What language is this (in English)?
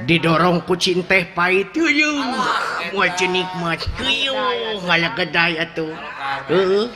Sundanese